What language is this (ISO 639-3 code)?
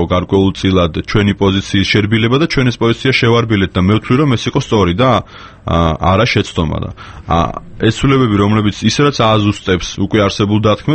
kat